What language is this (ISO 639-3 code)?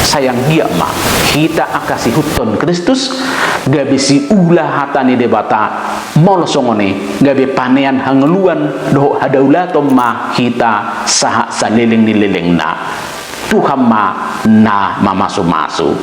bbc